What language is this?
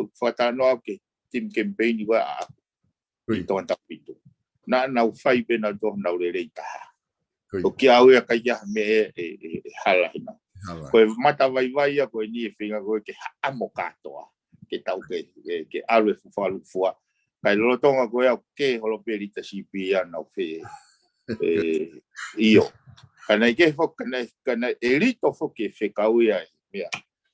Tongan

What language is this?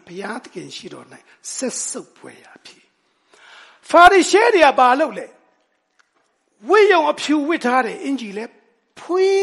Burmese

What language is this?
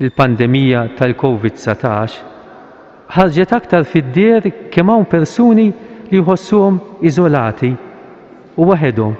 Maltese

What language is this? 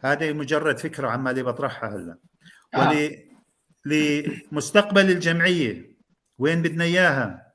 North Levantine Arabic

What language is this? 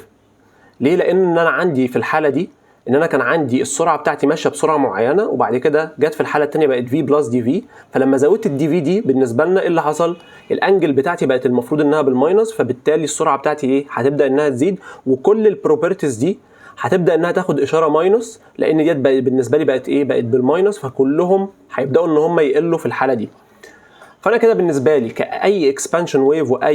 Egyptian Arabic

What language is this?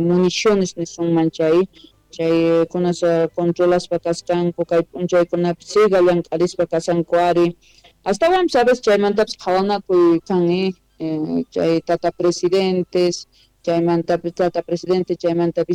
Quechua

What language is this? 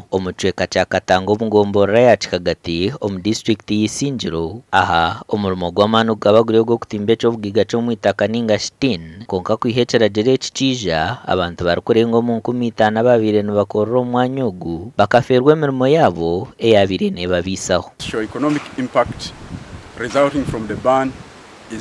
Nyankole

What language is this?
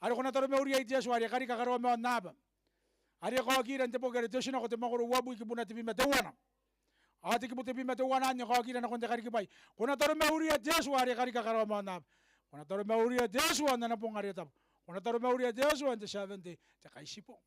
Gilbertese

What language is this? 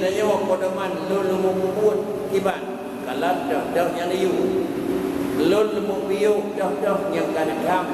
Achinese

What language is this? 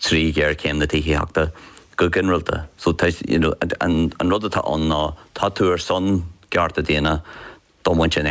Irish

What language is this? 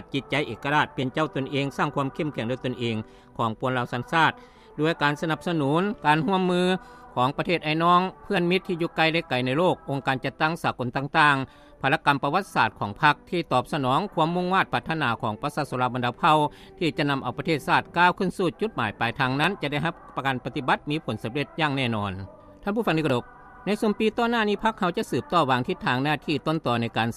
Lao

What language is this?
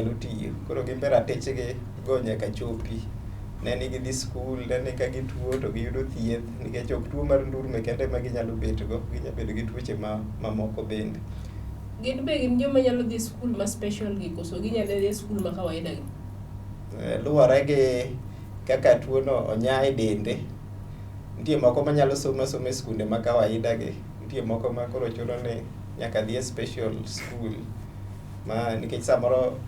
Luo (Kenya and Tanzania)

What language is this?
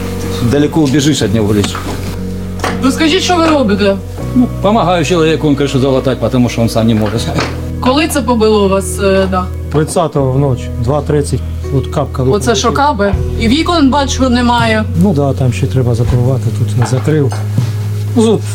Ukrainian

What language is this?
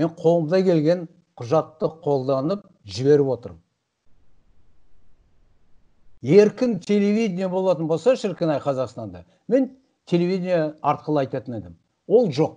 Kazakh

